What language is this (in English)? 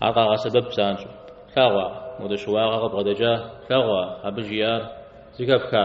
Kabardian